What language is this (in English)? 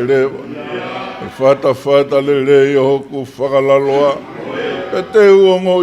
Tongan